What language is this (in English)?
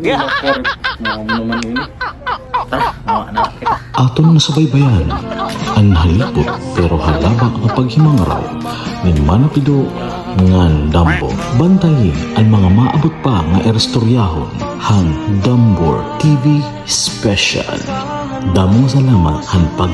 Waray